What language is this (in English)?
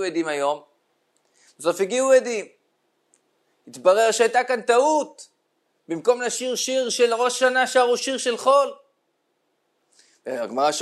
Hebrew